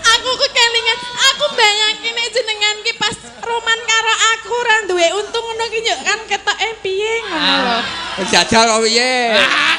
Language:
Javanese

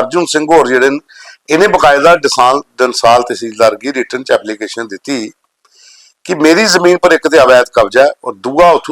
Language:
Dogri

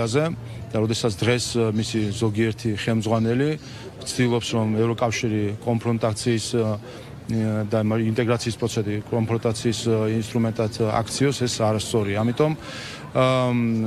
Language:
Georgian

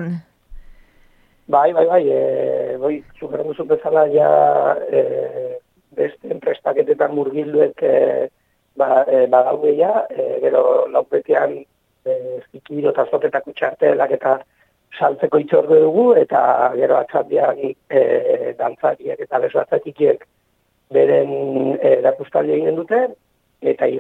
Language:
Basque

